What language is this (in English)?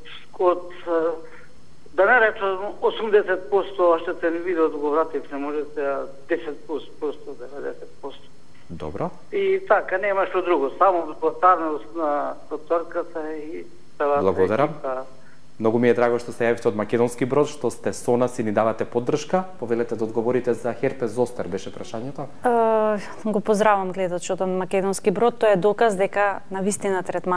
Macedonian